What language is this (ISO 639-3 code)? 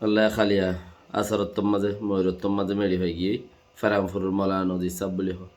rhg